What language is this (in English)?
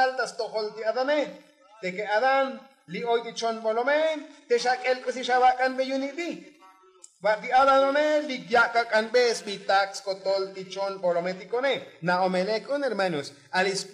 Tzotzil